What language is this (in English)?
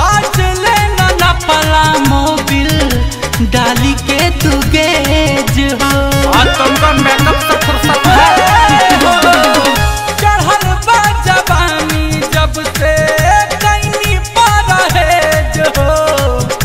Bhojpuri